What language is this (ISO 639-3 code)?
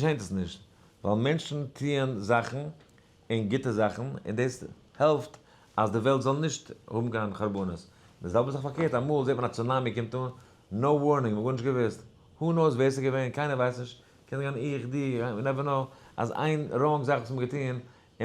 yid